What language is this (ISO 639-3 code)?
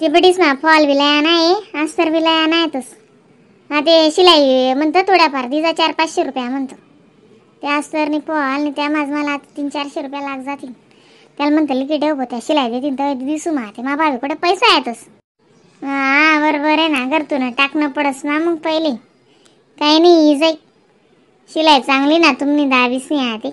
khn